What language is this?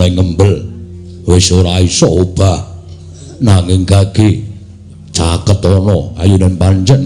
Javanese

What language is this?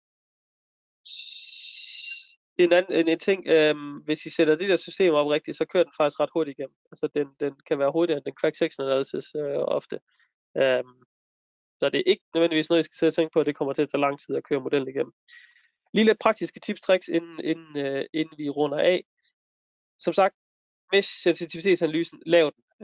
Danish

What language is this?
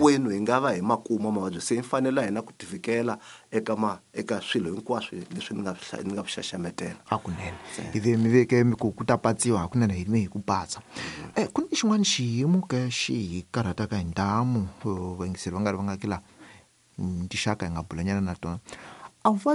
Tsonga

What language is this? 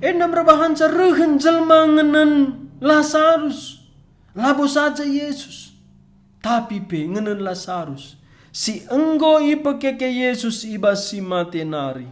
Batak Karo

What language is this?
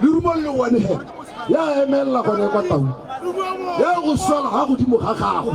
Tswana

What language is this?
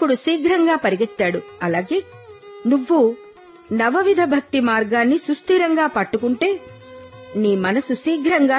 Telugu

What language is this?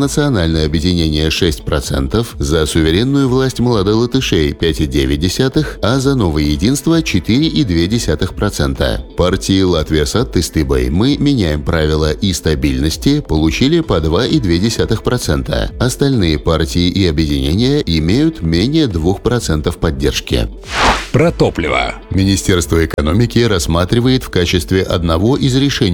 Russian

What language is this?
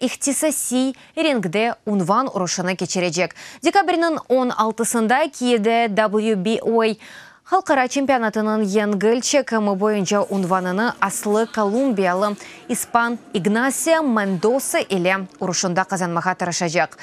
Crimean Tatar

